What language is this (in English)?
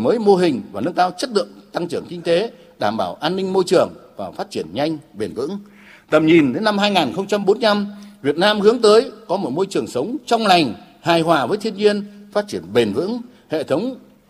Vietnamese